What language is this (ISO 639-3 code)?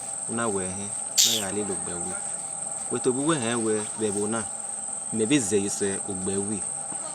bin